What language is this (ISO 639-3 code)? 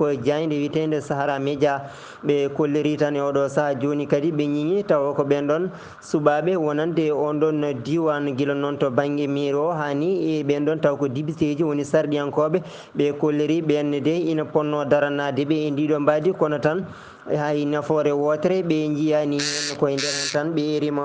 ful